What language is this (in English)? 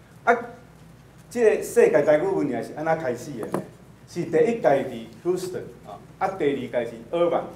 Min Nan Chinese